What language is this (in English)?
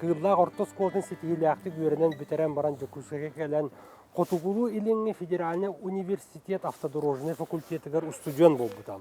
Yakut